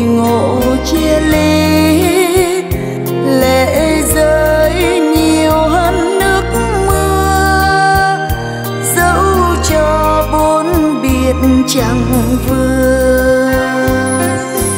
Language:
Vietnamese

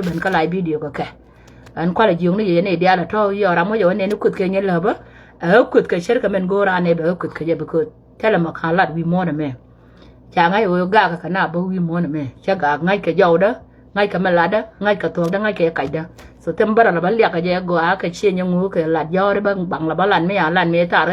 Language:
Nuer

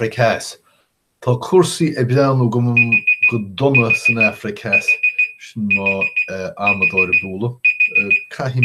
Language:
Irish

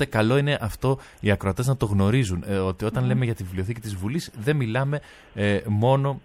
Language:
Greek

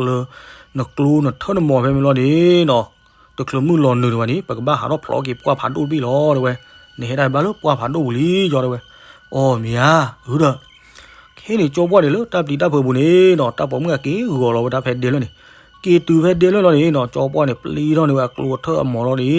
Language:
S'gaw Karen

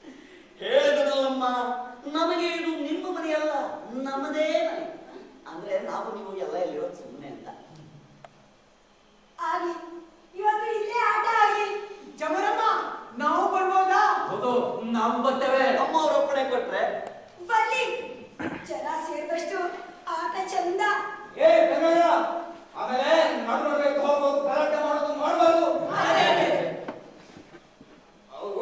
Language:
Kannada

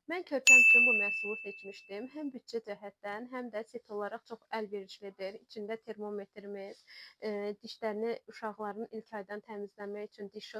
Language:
Azerbaijani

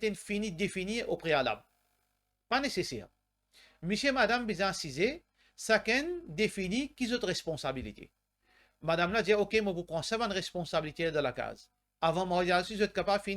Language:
Morisyen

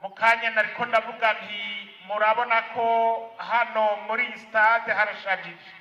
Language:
Rundi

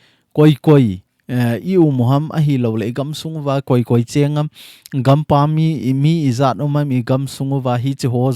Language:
Thado Chin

